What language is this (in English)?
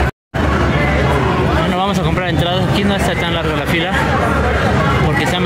Spanish